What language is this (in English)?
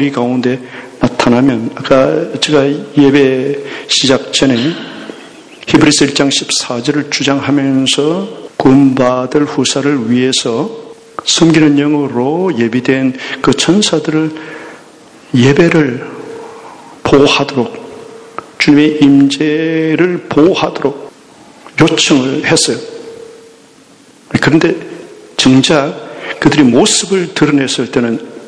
Korean